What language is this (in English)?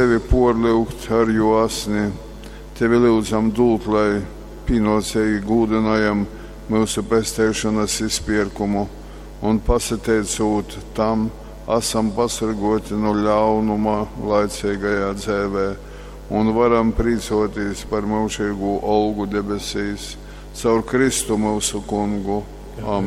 Latgalian